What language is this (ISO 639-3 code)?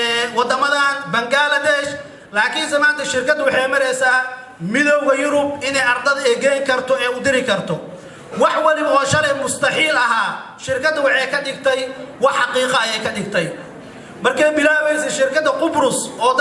som